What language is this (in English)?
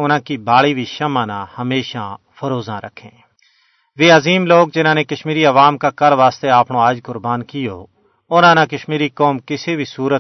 Gujari